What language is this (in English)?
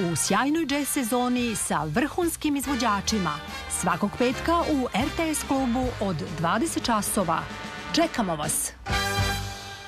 Serbian